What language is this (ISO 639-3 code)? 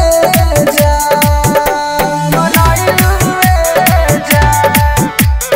bho